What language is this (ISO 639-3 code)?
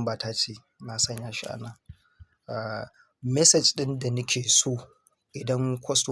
hau